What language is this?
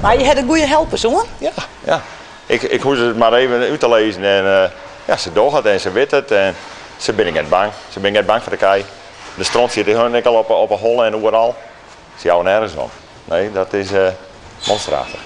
Western Frisian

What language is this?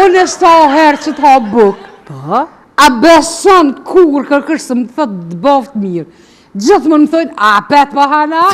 Albanian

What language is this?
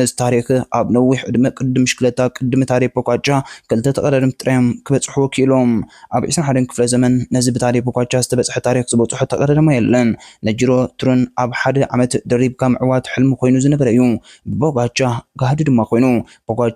Tigrinya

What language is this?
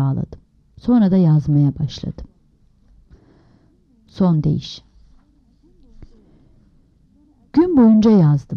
Turkish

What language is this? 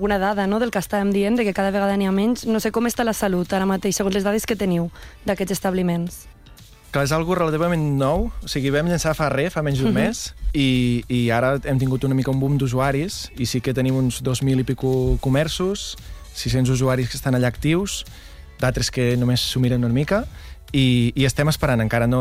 Catalan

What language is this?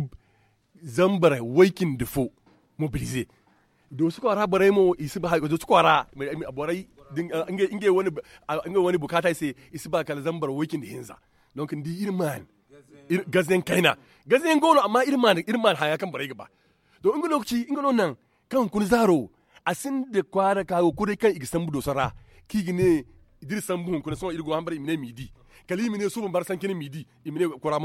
Zarma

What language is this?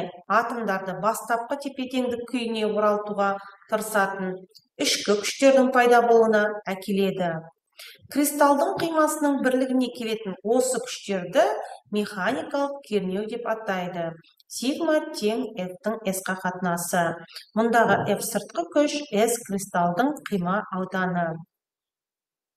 Kazakh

